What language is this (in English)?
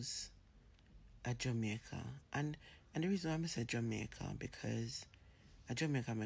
Jamaican Creole English